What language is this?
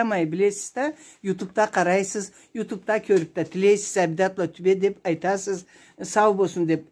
Karachay-Balkar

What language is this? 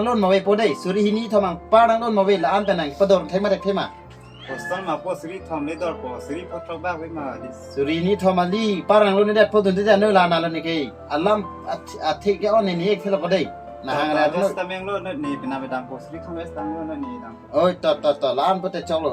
Karbi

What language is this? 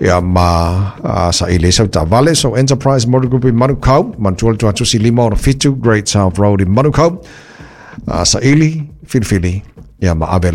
Samoan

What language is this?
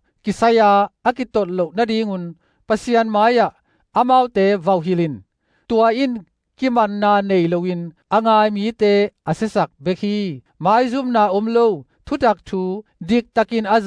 Tedim Chin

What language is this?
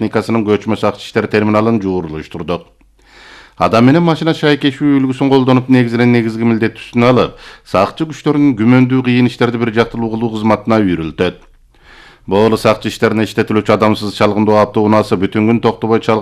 Kyrgyz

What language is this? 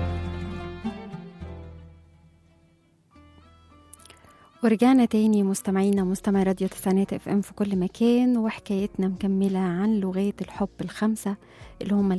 Egyptian Arabic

